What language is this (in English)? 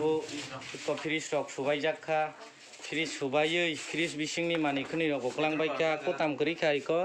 Kok Borok